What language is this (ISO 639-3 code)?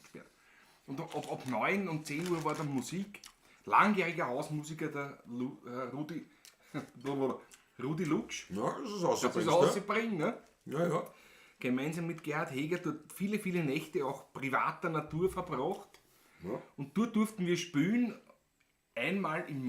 bar